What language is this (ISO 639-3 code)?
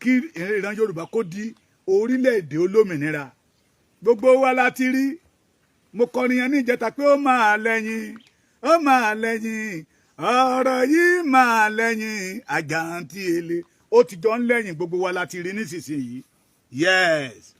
yor